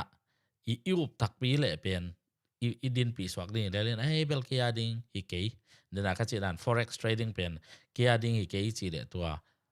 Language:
Tedim Chin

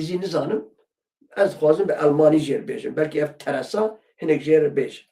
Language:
Kurdish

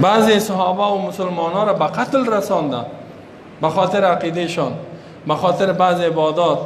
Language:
Persian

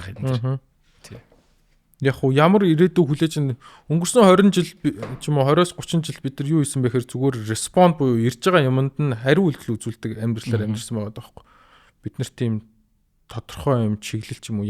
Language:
Mongolian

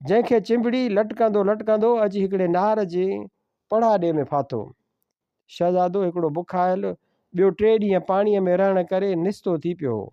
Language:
Sindhi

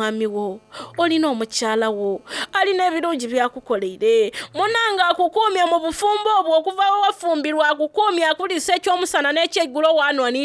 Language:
Soga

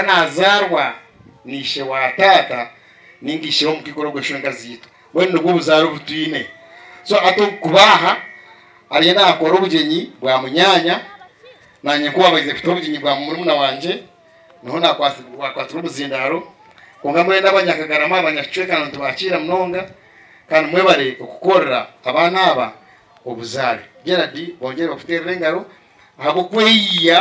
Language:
Nyankole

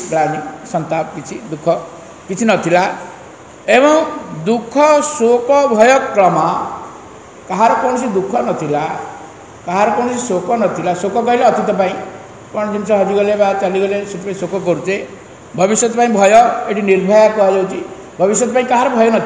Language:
Odia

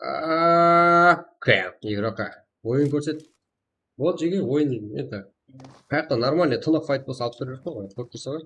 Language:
Kara-Kalpak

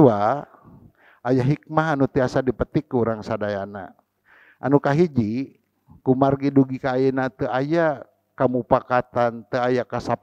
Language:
Sundanese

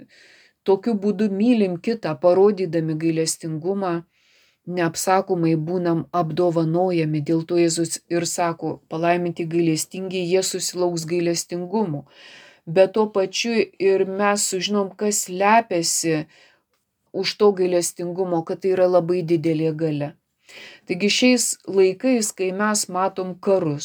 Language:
Lithuanian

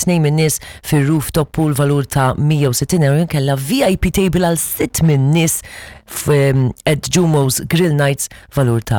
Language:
Maltese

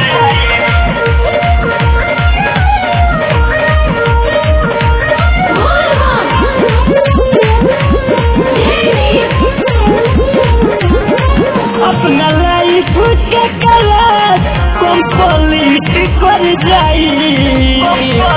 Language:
Bhojpuri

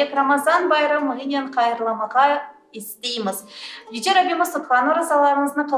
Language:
Crimean Tatar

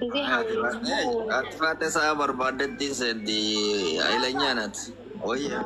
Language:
Oromo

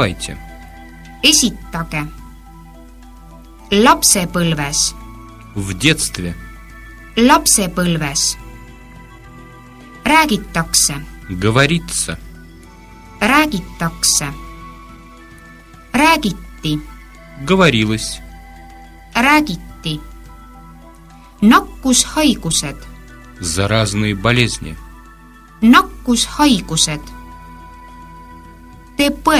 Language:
Estonian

